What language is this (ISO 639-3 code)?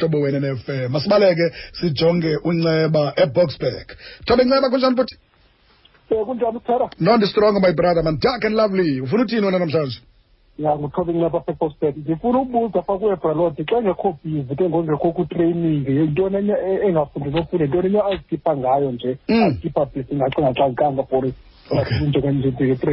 xho